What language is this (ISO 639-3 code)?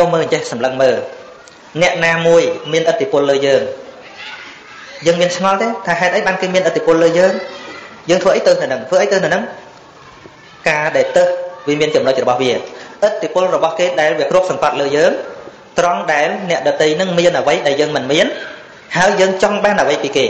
khm